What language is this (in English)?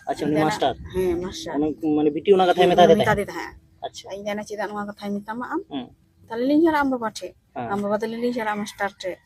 Santali